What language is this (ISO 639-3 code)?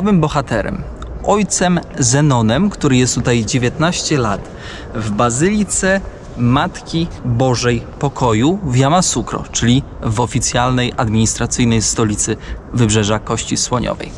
pol